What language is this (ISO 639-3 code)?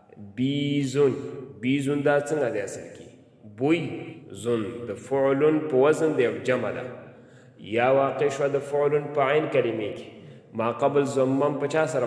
pus